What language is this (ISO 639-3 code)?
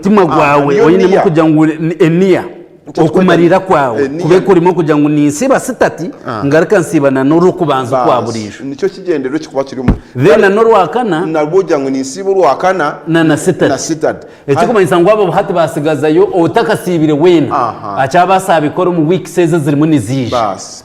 nyn